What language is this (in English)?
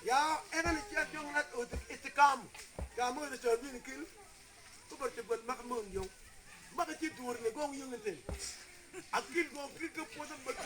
Mabaan